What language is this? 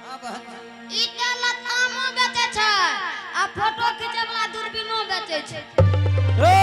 Angika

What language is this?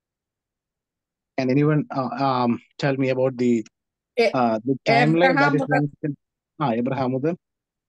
Malayalam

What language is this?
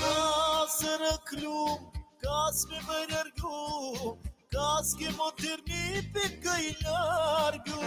Balkan Romani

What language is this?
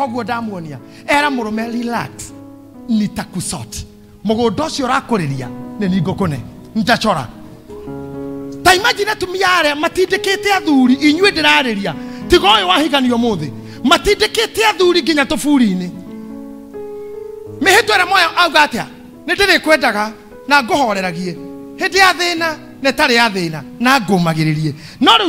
Kikuyu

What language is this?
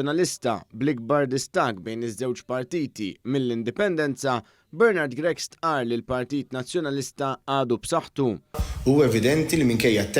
Maltese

